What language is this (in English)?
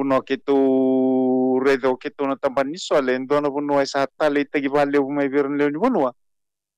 Fijian